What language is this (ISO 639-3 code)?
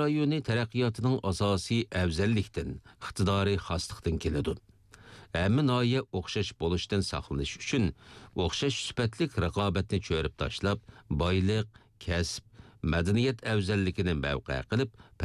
uig